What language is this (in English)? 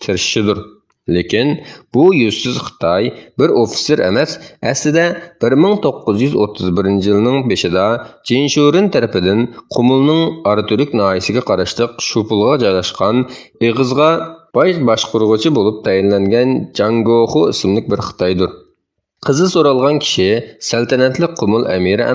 Uyghur